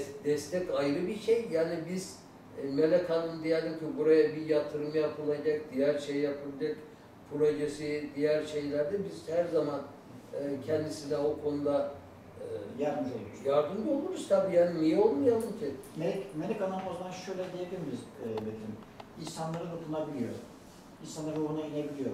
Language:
Turkish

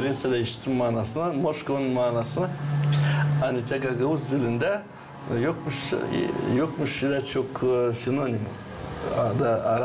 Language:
Gagauz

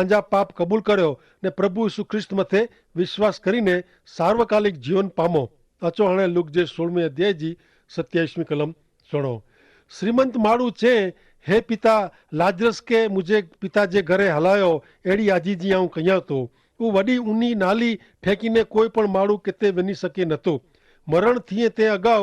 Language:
Kachhi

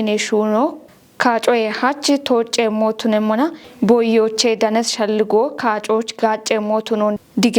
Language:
Kafa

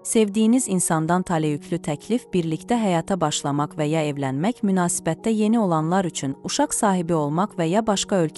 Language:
Azerbaijani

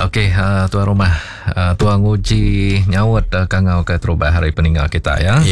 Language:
Iban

